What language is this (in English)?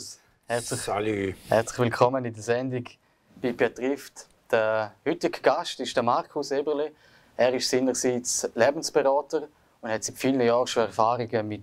Swiss German